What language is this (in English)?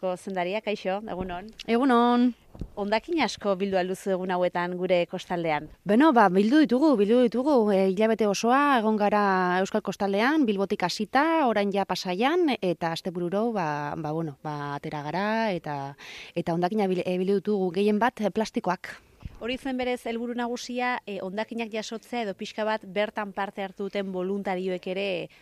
Basque